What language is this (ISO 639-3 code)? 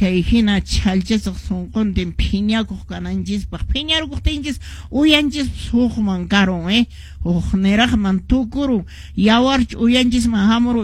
que